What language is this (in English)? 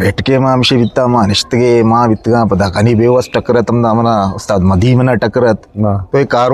Eastern Balochi